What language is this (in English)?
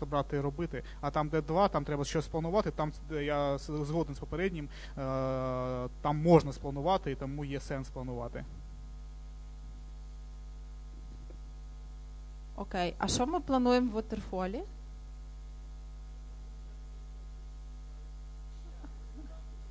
Ukrainian